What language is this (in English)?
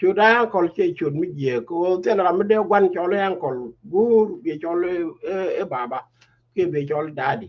Nuer